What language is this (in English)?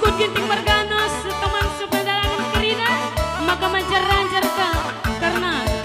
Batak Karo